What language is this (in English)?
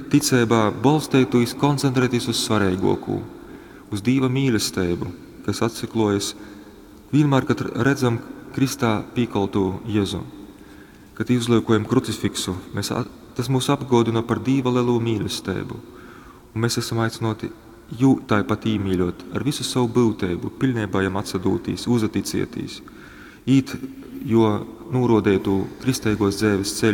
Latgalian